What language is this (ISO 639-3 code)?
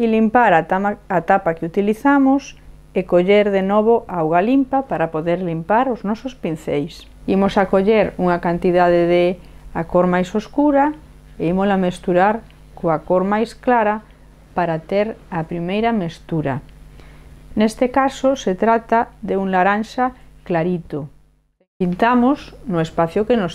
glg